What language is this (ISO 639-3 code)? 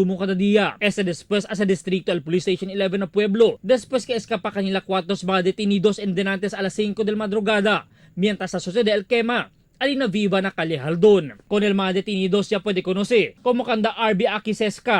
cbk